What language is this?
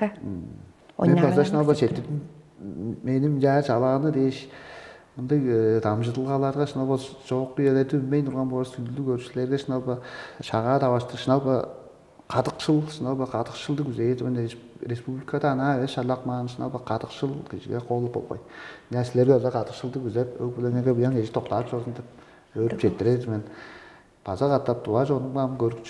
Tuvinian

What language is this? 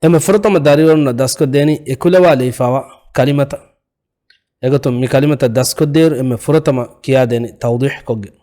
Divehi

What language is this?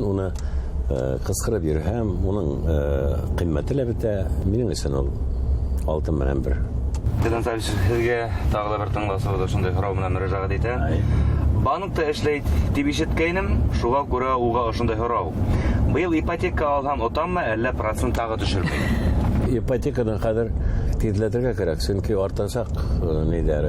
Bashkir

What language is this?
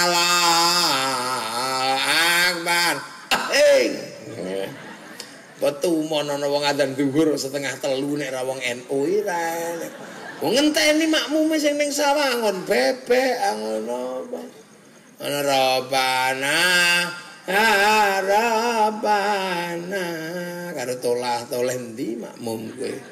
Javanese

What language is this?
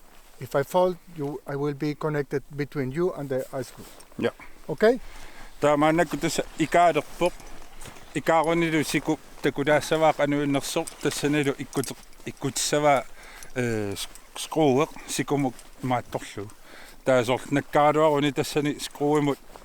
Kalaallisut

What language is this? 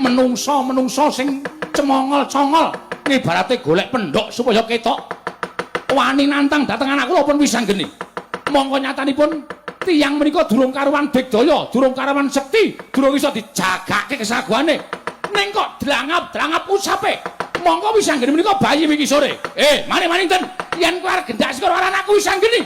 Javanese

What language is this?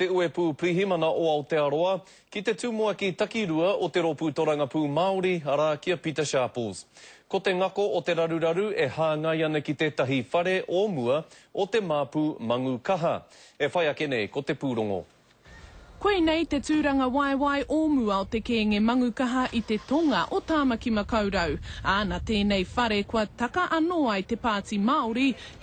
Māori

